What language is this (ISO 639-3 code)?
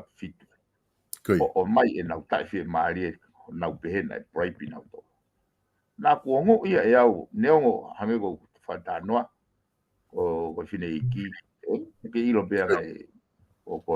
ton